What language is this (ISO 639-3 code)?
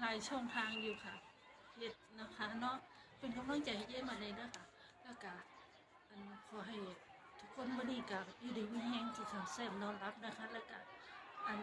tts